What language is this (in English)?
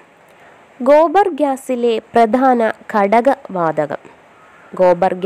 Malayalam